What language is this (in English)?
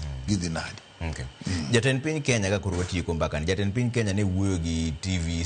Luo (Kenya and Tanzania)